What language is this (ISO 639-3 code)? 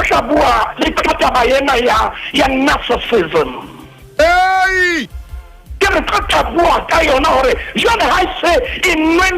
sot